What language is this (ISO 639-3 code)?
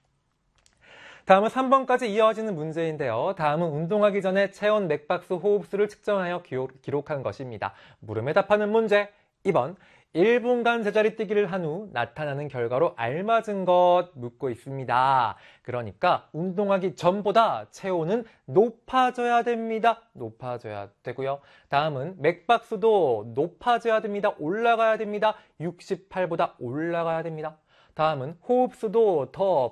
kor